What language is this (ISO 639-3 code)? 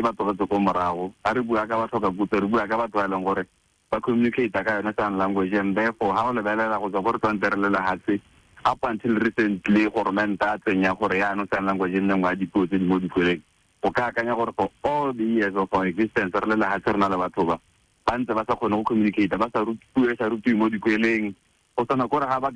tsn